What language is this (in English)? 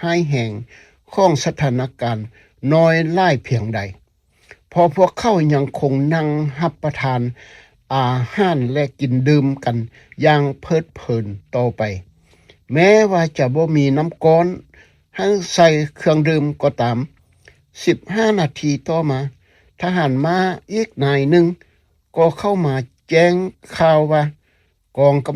Lao